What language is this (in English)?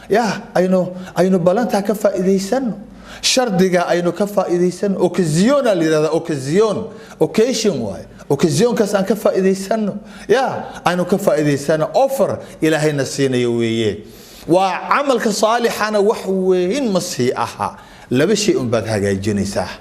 Somali